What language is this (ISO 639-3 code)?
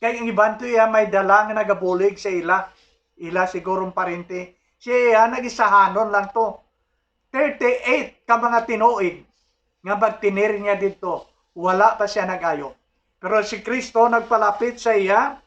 hil